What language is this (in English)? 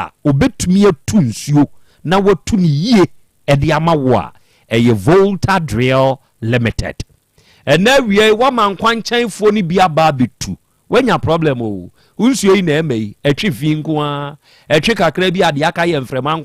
Akan